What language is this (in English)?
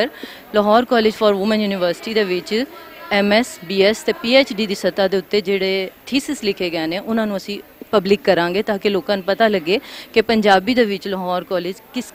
Western Panjabi